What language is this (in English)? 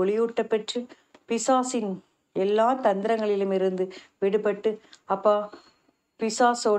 Tamil